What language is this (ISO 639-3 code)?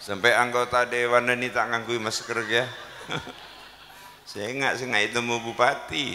mad